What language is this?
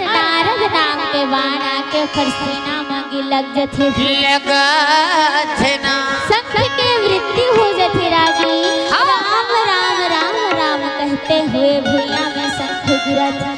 Chhattisgarhi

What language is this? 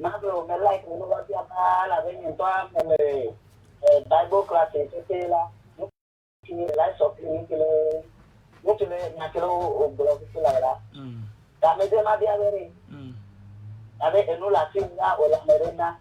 Ewe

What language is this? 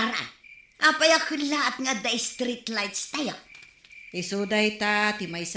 Iloko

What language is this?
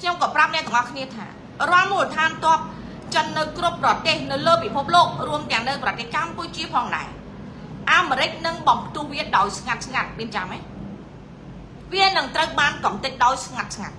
Khmer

